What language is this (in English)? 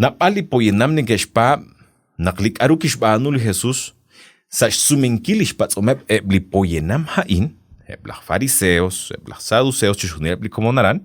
Kekchí